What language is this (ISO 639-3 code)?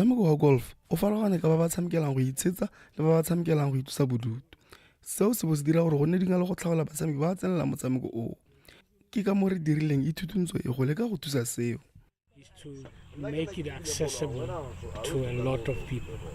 tsn